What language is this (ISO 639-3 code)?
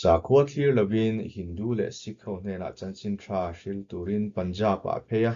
lus